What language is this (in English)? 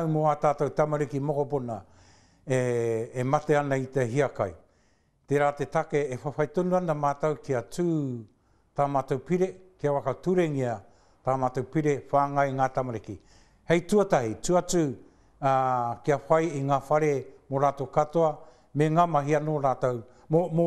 Māori